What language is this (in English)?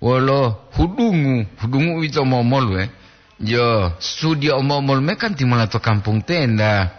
Gorontalo